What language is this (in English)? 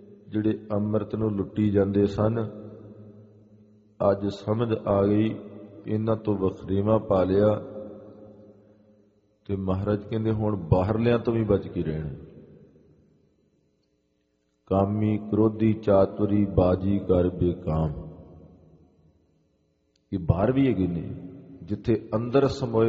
Punjabi